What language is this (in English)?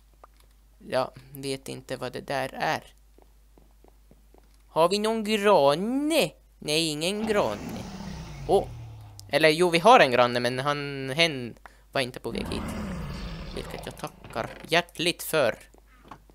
Swedish